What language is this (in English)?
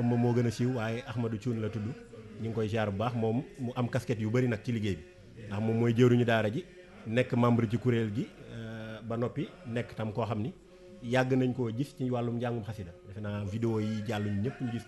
Wolof